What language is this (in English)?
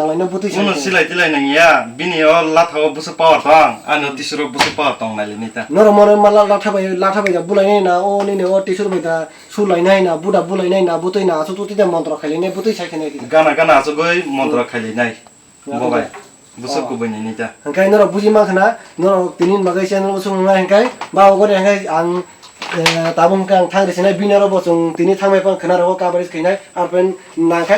Kok Borok